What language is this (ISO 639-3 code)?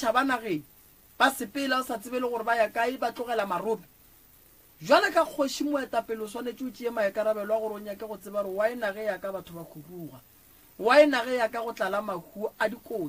nso